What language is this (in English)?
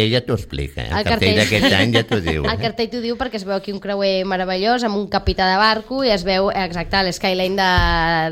Catalan